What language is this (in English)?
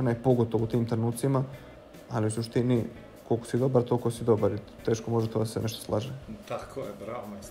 Bosnian